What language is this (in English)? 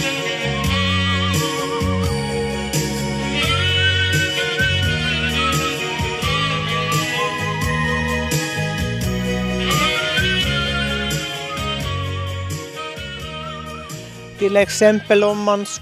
Swedish